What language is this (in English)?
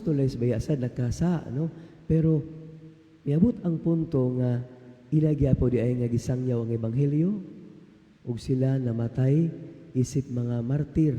Cebuano